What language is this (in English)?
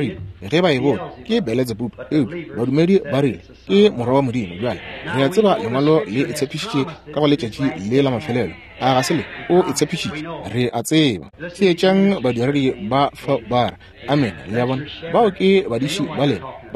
Northern Sotho